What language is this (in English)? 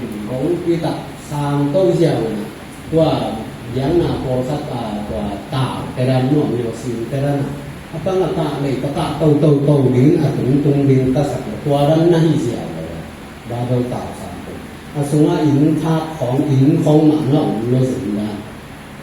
Tedim Chin